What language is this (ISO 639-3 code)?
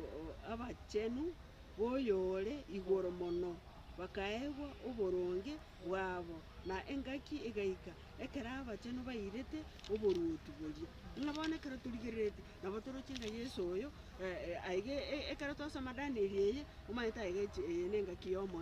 guz